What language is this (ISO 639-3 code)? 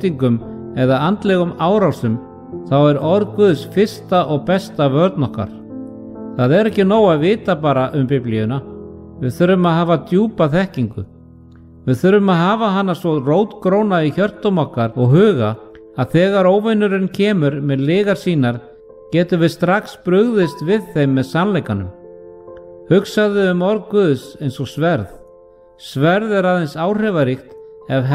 isl